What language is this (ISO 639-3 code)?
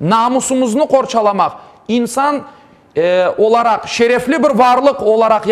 crh